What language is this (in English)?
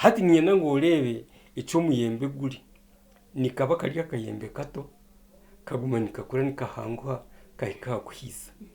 Nyankole